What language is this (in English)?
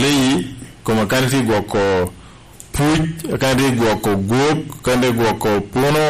Lango (Uganda)